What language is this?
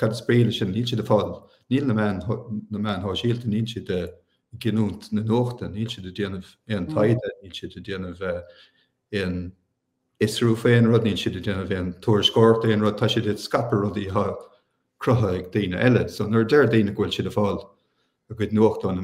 Irish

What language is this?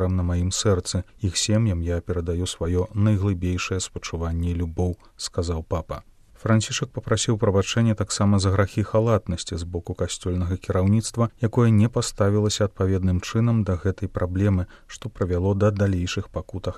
Belarusian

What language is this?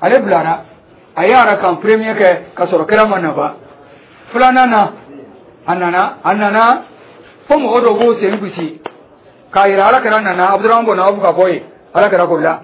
Dyula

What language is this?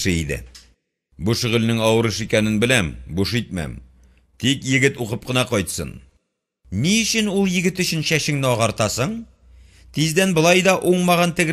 Tatar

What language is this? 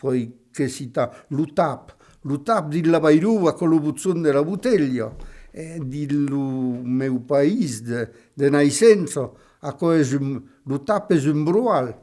Occitan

